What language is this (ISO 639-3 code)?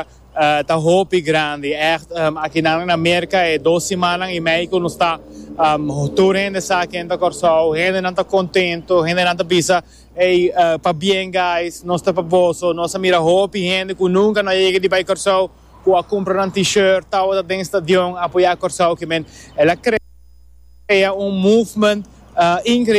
pap